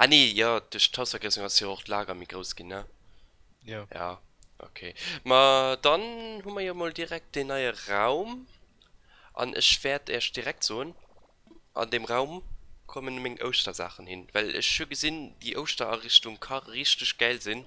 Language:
Luxembourgish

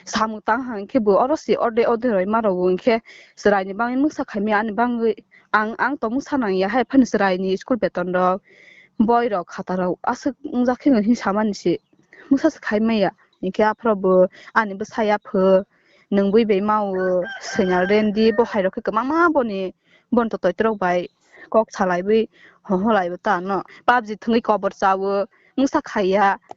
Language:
Kok Borok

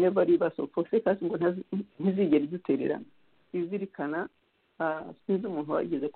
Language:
Kinyarwanda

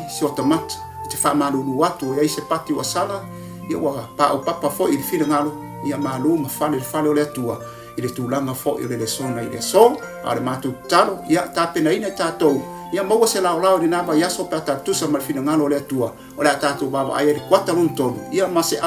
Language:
Samoan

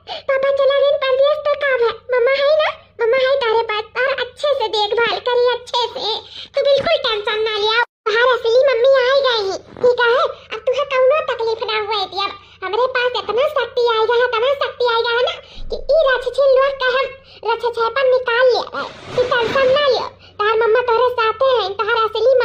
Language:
Awadhi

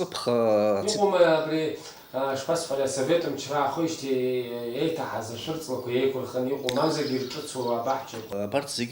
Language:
Abkhazian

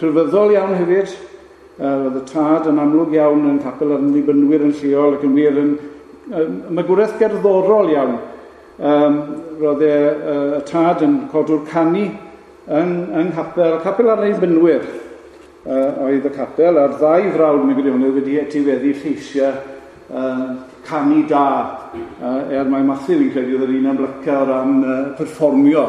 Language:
Welsh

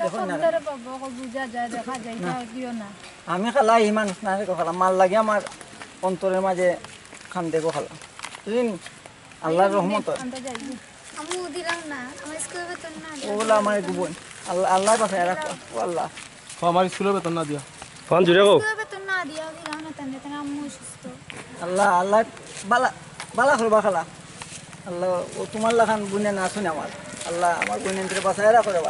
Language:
Sylheti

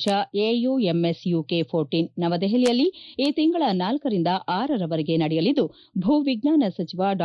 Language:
Kannada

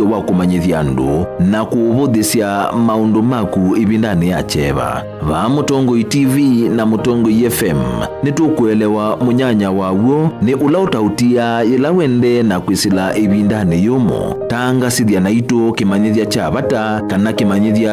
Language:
Kamba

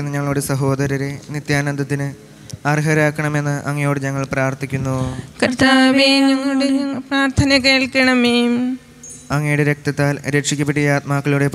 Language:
Malayalam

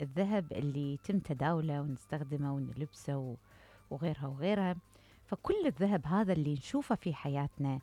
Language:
Mesopotamian Arabic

